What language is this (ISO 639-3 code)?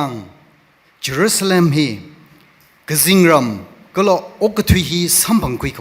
nmf